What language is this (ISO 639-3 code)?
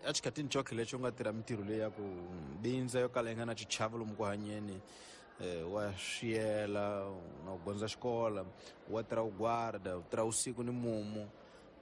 tso